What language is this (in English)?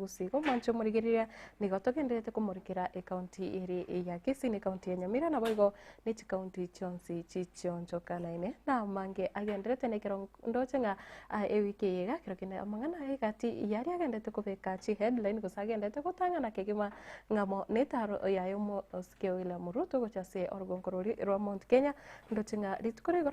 Gusii